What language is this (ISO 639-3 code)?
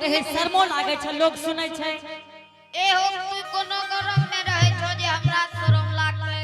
anp